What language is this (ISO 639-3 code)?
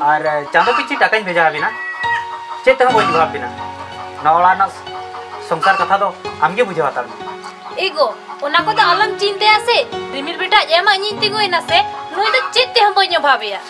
sat